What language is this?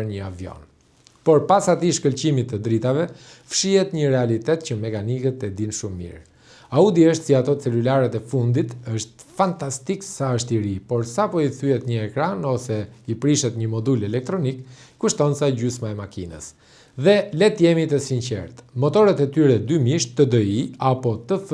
Albanian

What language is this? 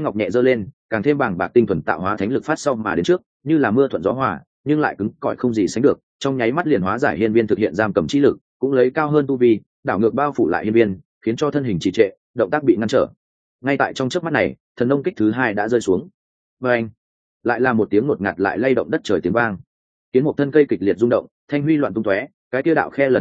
Vietnamese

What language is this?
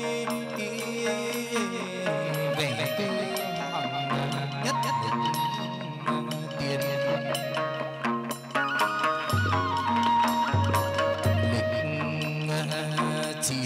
Vietnamese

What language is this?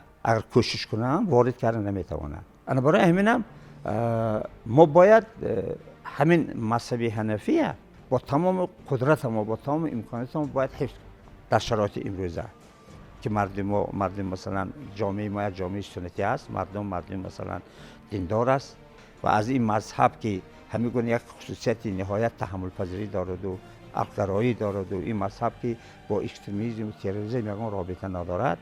Tajik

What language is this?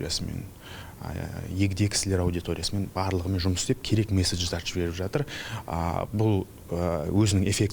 Kazakh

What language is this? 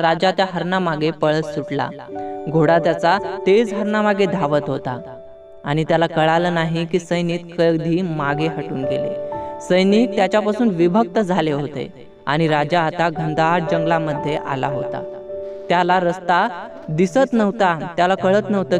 Marathi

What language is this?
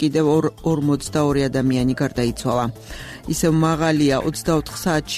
Georgian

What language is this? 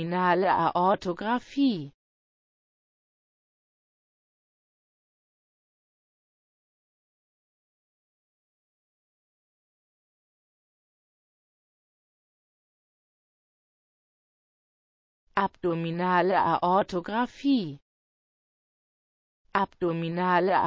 German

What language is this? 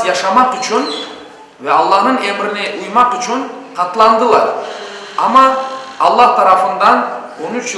Crimean Tatar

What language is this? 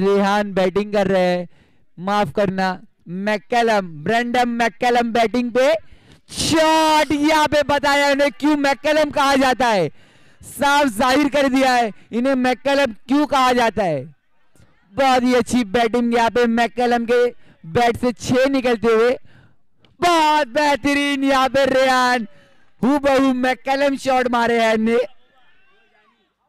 Hindi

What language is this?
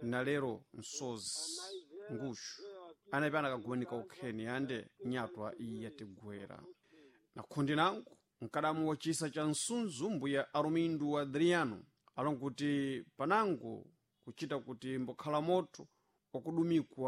Sena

